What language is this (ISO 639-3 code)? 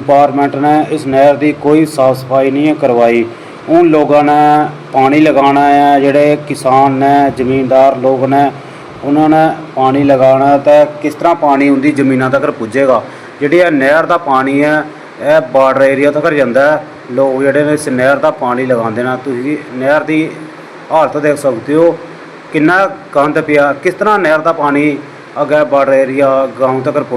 doi